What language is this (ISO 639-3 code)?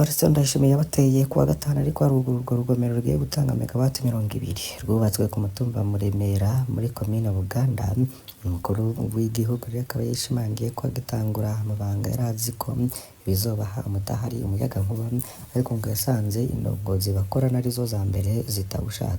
run